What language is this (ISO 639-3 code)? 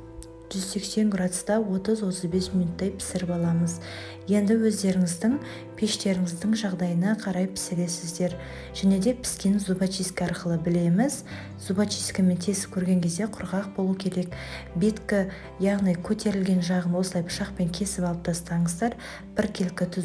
kaz